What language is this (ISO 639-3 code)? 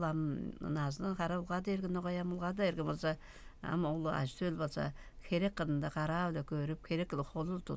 tyv